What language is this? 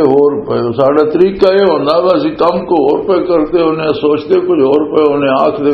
Western Panjabi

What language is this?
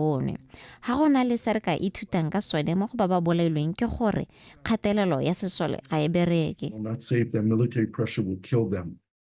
Tswana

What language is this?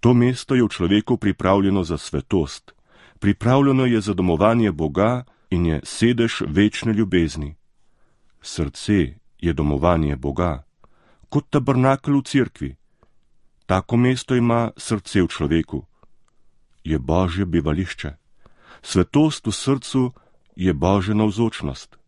Slovenian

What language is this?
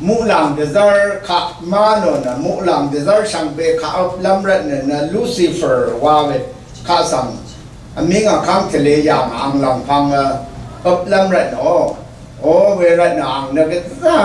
Rawang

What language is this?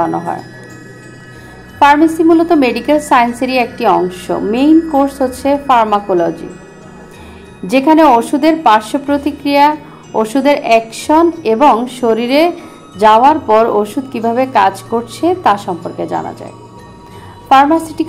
Bangla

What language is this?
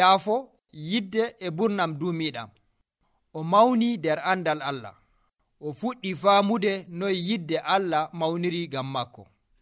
Nigerian Fulfulde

